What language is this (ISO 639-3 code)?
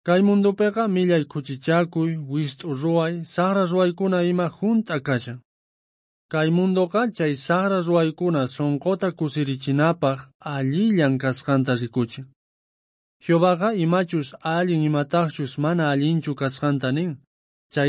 quh